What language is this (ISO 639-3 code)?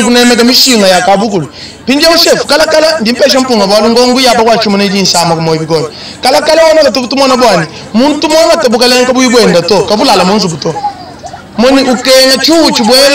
lua